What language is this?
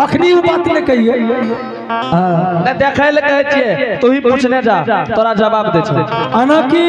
Angika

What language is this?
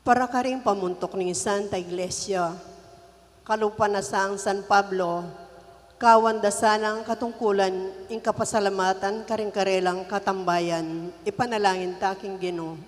Pampanga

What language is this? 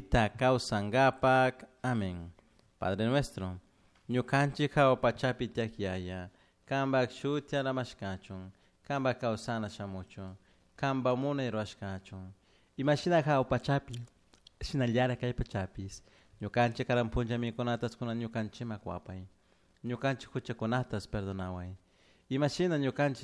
Chimborazo Highland Quichua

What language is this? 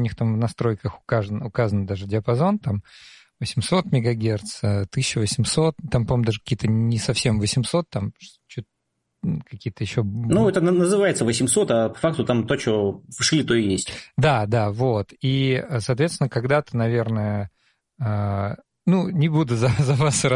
Russian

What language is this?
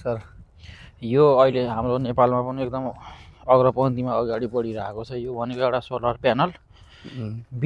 Nepali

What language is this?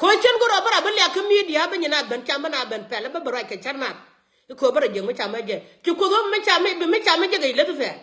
Nuer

